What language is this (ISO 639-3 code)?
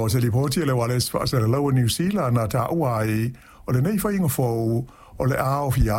smo